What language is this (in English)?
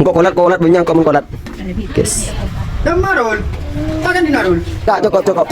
Madurese